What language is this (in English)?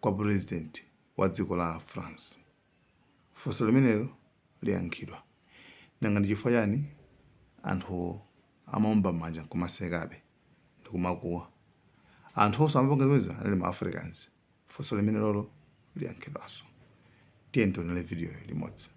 Nyanja